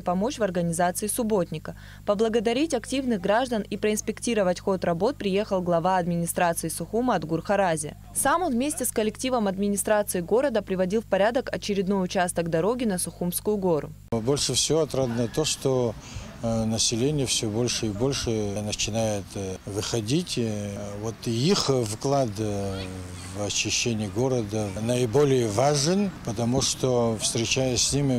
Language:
Russian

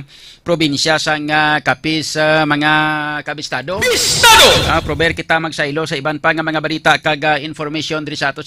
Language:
Hiligaynon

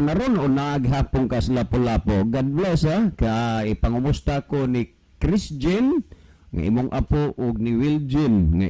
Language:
Cebuano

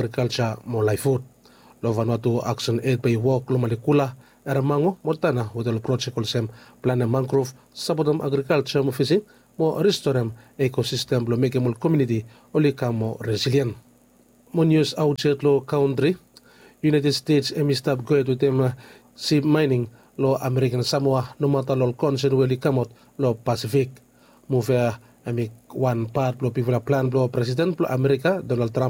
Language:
Bislama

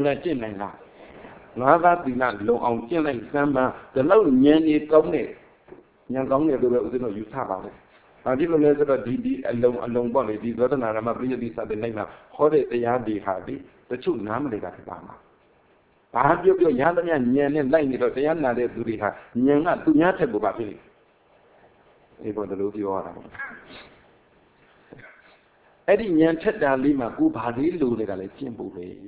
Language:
Burmese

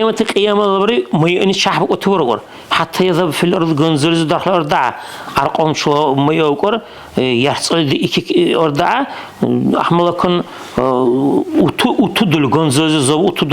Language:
Dargwa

